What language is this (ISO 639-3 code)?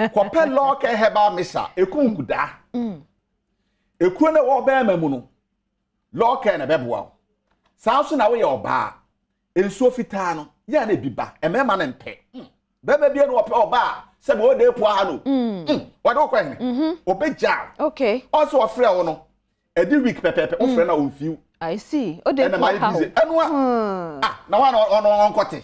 aka